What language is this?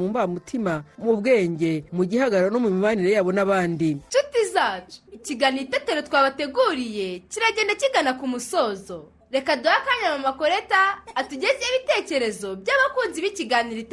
Kinyarwanda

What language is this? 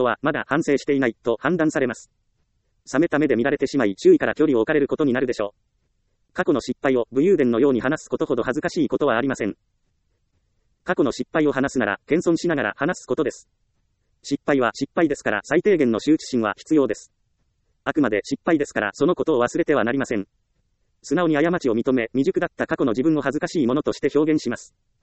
Japanese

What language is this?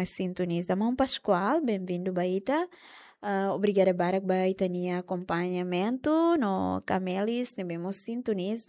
Tetum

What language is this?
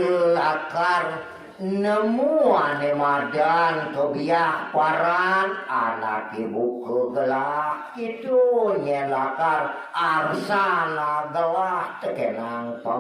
Balinese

